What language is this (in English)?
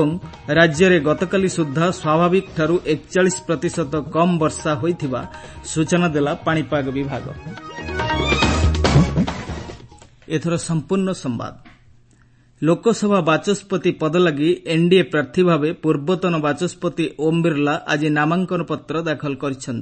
Odia